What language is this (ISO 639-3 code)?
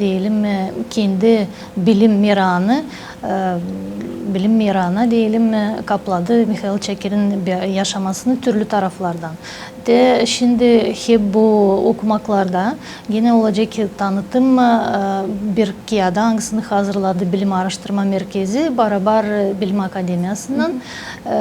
gag